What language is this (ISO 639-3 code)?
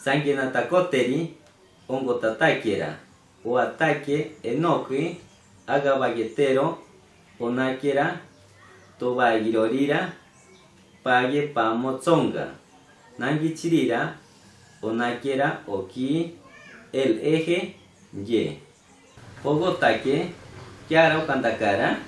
mcb